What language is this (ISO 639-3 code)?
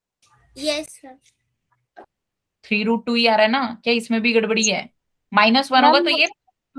hin